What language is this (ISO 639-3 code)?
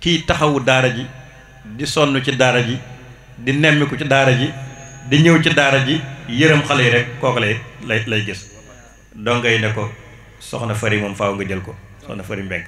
wol